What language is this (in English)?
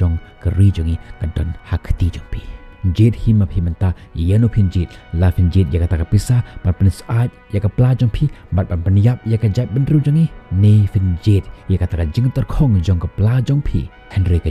Khasi